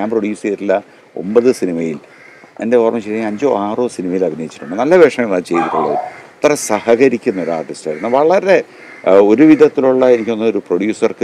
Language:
Malayalam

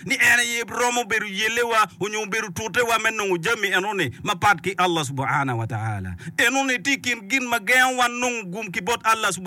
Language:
Acoli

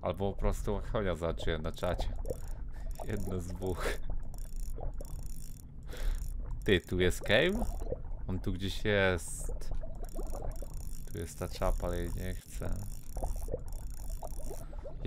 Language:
Polish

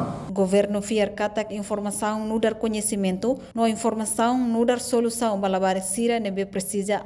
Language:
Tetum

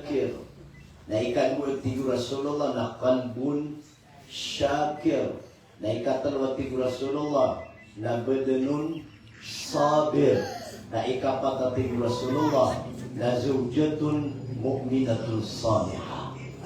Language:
Maranao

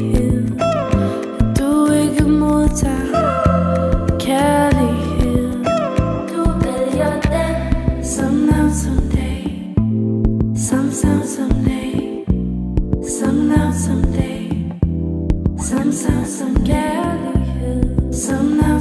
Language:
Danish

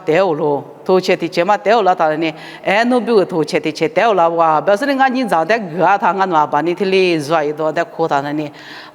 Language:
Lisu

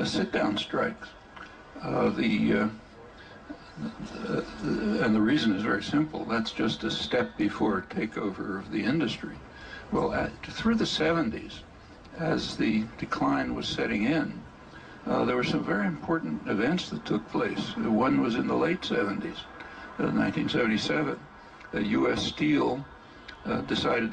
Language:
English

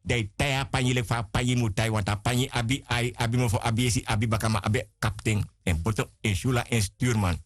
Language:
Sranan Tongo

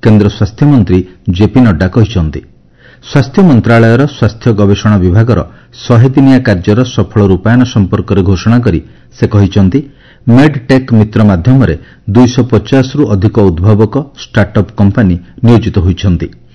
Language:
Odia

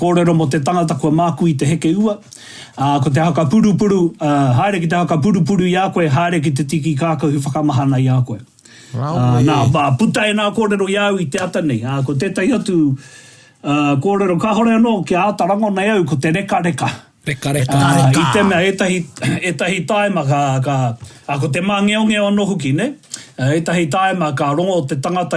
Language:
Māori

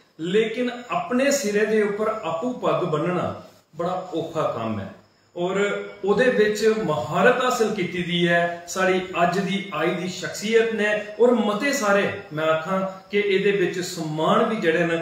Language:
Dogri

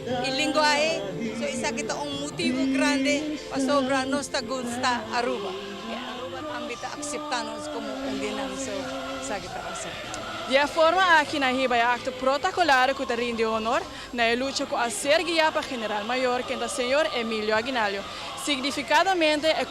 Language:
Papiamento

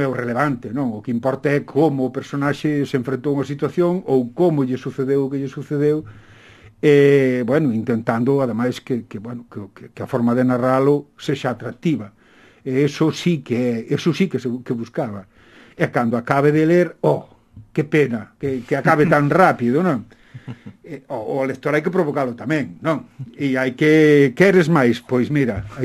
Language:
Galician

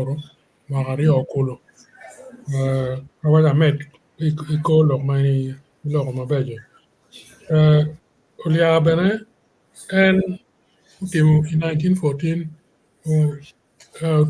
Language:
Acoli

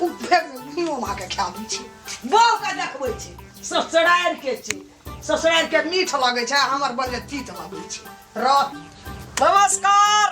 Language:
Maithili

